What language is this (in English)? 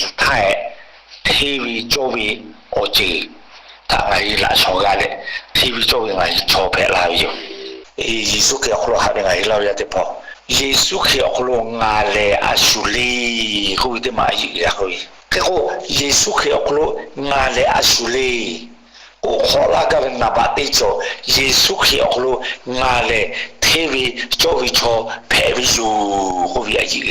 Lahu